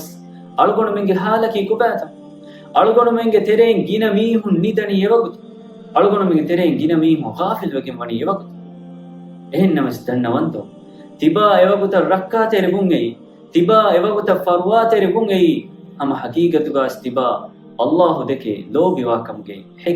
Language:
Divehi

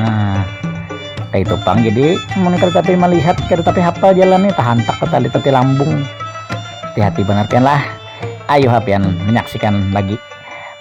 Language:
Banjar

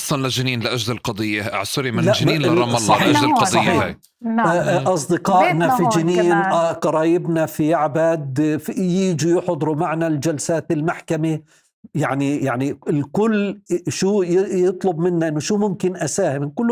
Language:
North Levantine Arabic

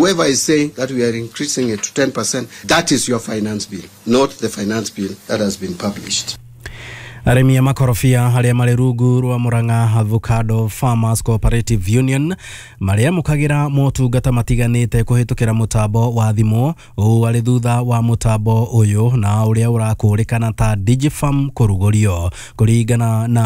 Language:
Kikuyu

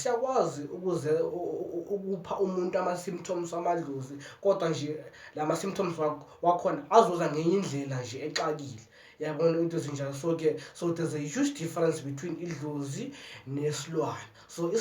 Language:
Zulu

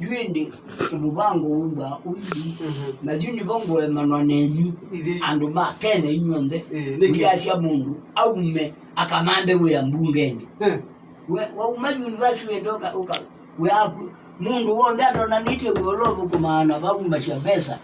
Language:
Kamba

